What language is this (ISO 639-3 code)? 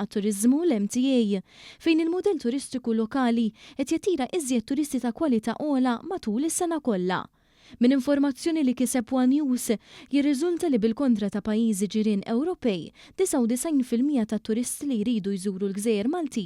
mlt